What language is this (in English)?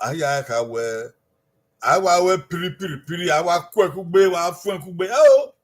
Bini